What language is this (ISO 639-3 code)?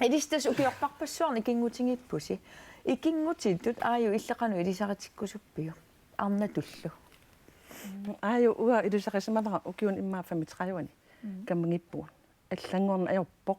kal